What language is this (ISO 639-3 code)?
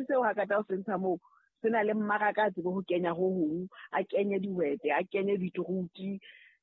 sot